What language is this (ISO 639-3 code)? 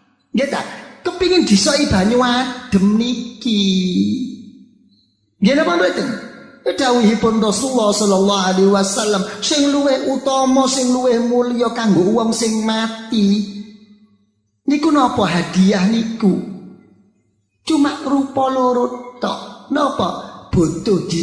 jav